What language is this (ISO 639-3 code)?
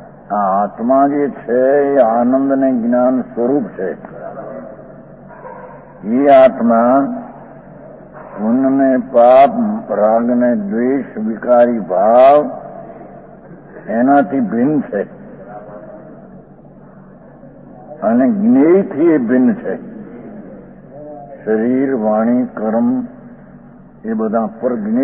guj